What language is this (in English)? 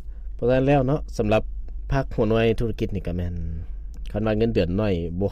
Lao